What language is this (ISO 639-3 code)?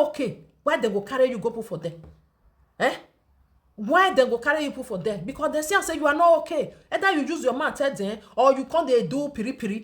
pcm